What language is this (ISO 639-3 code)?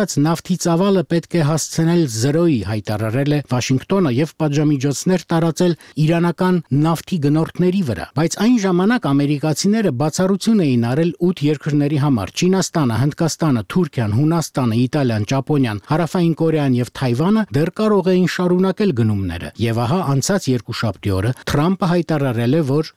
hye